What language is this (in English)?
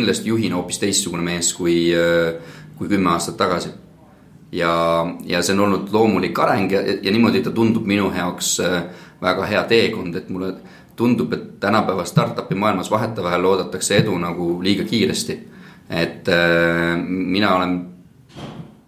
Estonian